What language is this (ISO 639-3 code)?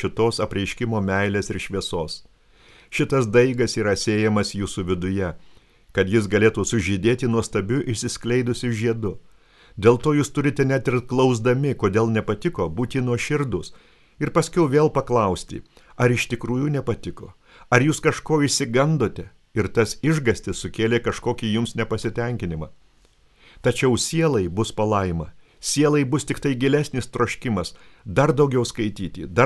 lit